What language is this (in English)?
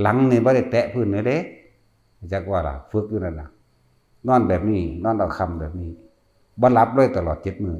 Northeastern Thai